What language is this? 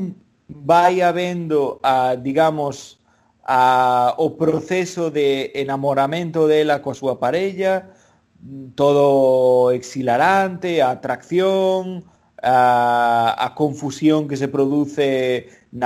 Galician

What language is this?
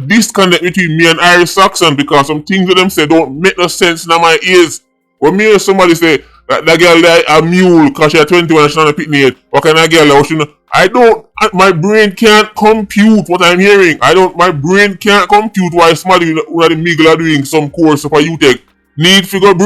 Jamaican Creole English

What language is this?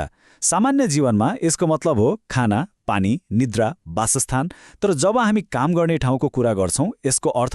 Nepali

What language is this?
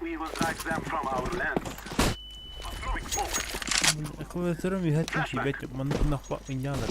Yakut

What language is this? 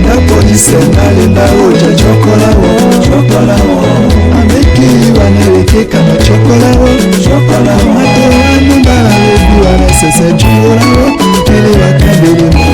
Tetela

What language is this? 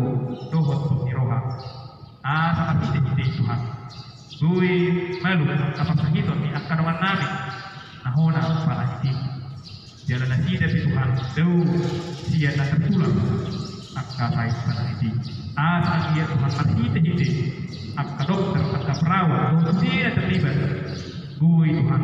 Batak Toba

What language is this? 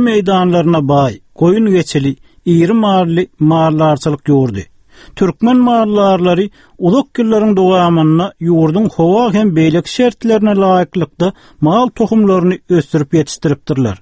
Turkmen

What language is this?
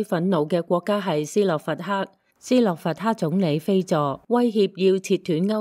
Cantonese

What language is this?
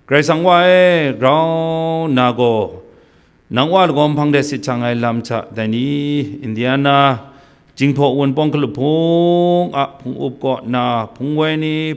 Kachin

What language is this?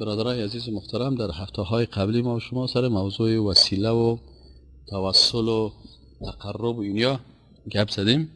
Persian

